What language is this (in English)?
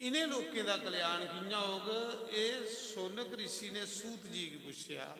Dogri